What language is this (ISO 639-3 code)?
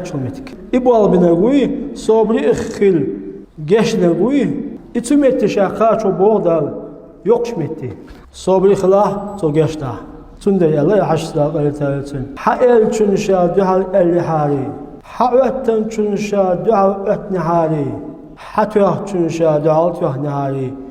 che